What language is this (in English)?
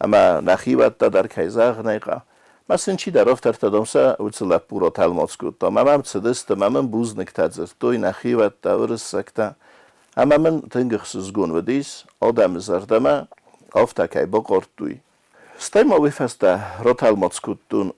Ossetic